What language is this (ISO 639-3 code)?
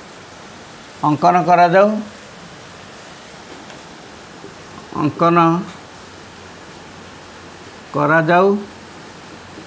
ori